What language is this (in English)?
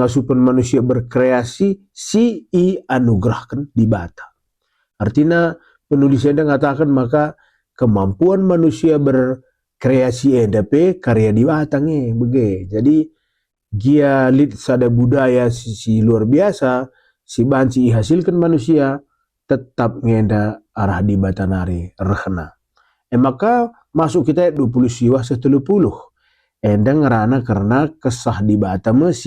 Batak Karo